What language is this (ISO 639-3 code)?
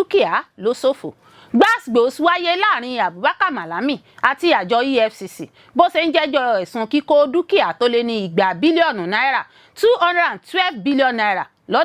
yor